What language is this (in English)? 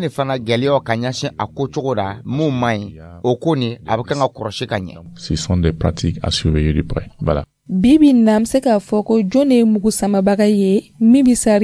Dyula